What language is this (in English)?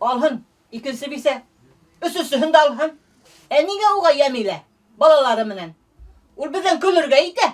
Bashkir